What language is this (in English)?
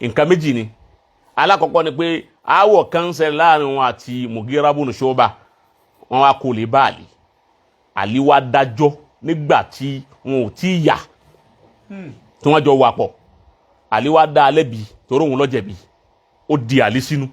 Yoruba